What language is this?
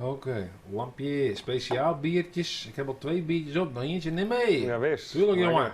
Western Frisian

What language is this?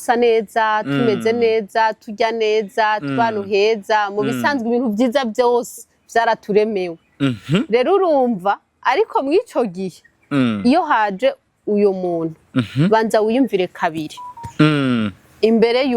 Rundi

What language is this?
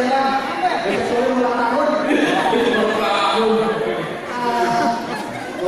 Betawi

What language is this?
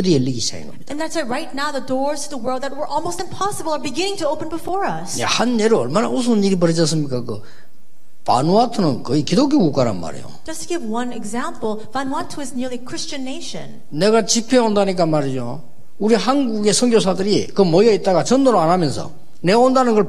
Korean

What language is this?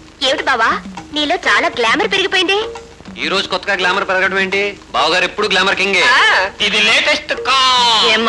Telugu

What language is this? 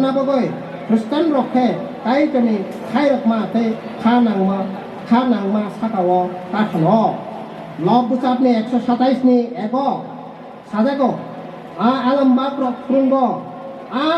Kok Borok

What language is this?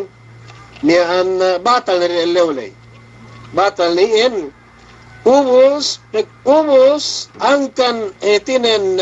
Yakan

